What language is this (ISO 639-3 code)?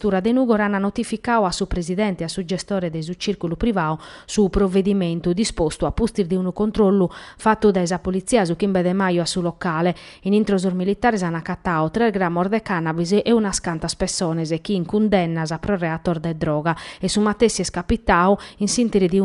srd